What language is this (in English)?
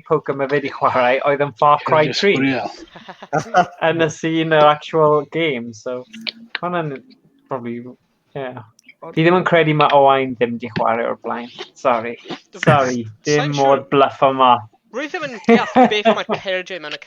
Welsh